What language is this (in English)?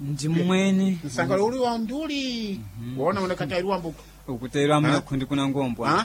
Sena